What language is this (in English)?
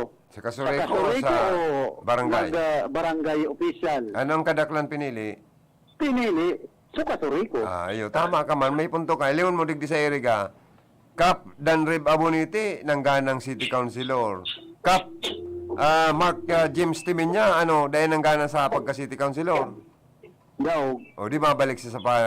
Bikol